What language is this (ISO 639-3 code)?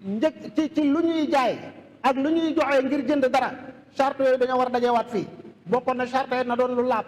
wol